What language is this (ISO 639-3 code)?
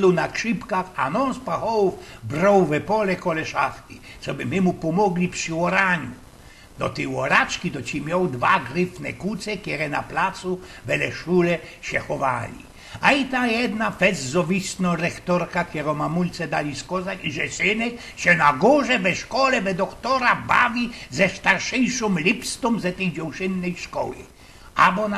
szl